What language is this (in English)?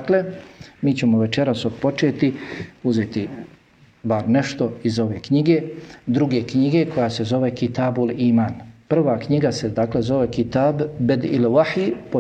Bosnian